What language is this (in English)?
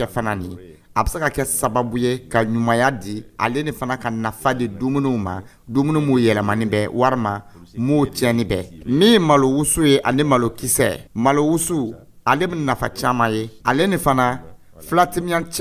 Dyula